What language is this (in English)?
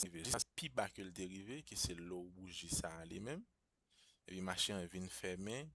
Haitian Creole